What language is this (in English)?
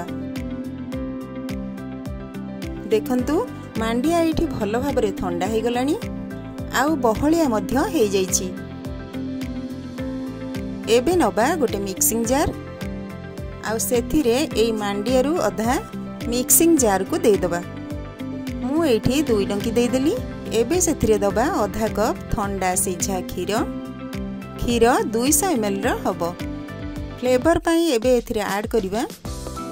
Odia